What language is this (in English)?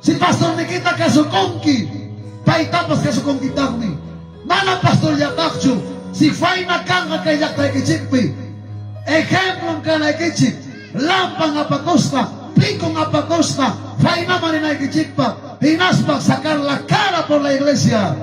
Ayacucho Quechua